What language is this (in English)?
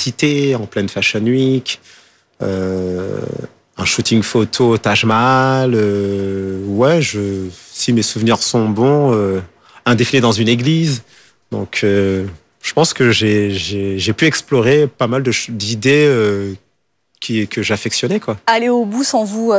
French